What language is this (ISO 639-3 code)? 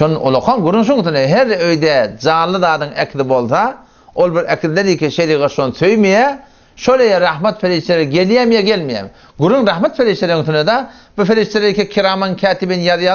tuk